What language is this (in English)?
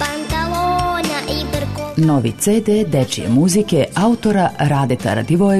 Serbian